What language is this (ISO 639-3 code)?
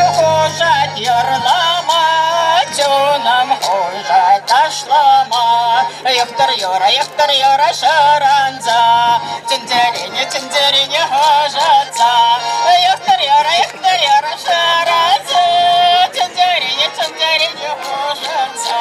chv